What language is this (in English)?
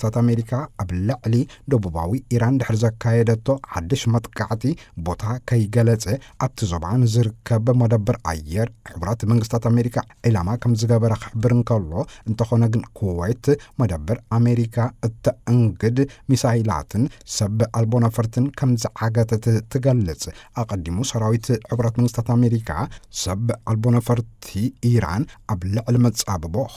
Tigrinya